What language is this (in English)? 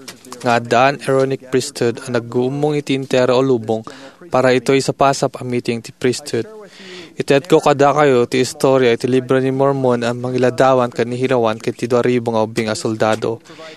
Iloko